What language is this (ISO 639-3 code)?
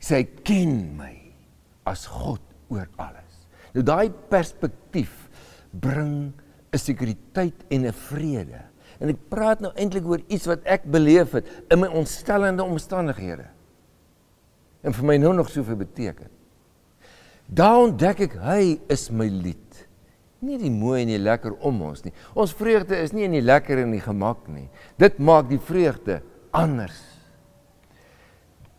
afr